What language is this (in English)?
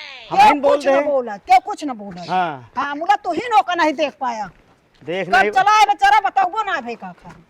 Awadhi